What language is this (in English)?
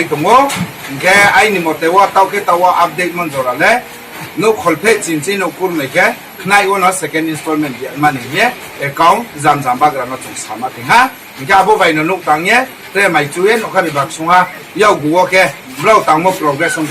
Riang (India)